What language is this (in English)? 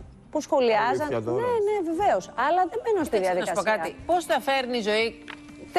Greek